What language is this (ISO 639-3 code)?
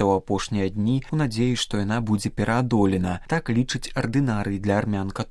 bel